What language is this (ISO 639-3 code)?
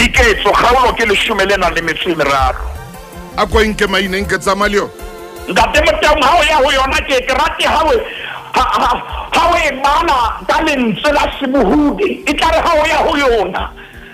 sot